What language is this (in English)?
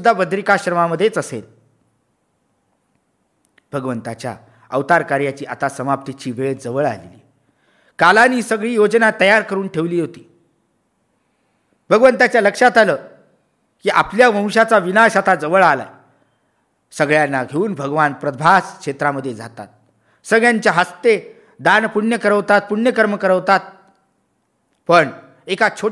Marathi